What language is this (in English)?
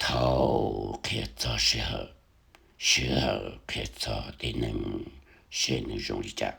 Hmong